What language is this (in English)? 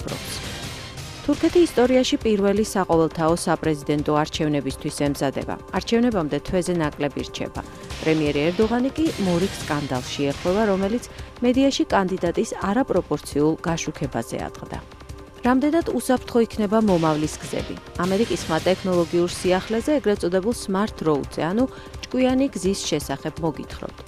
Georgian